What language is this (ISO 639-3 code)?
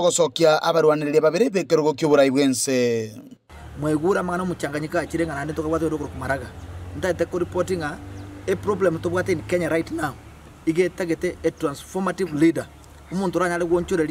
guz